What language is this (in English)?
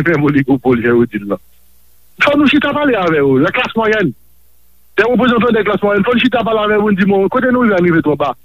Haitian Creole